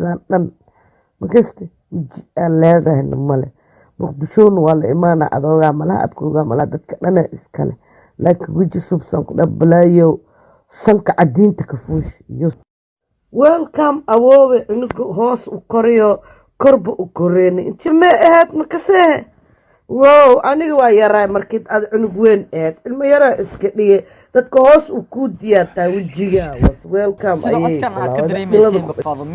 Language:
Somali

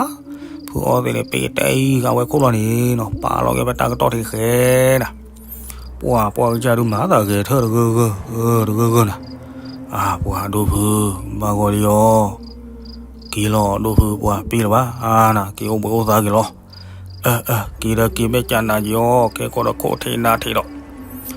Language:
S'gaw Karen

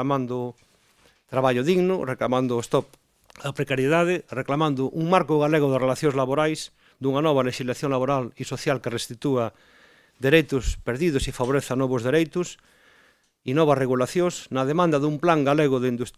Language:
Galician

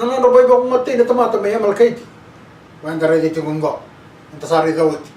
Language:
Fijian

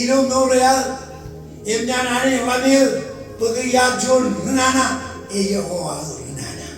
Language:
Marshallese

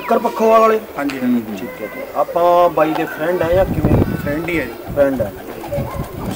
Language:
Punjabi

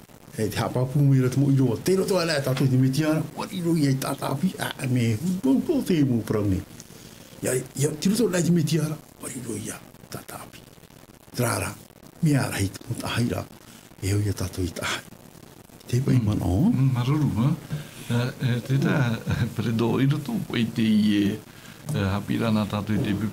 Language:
Tahitian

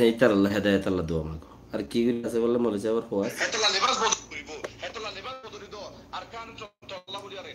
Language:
Rohingya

